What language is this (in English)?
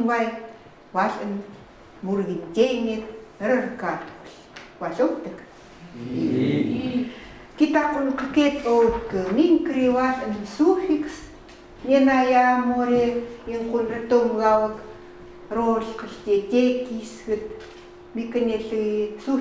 Chukot